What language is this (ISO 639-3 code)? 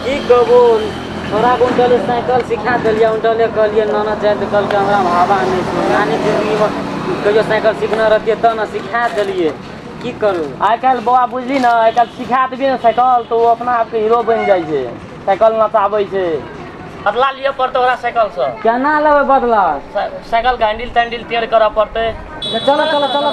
mai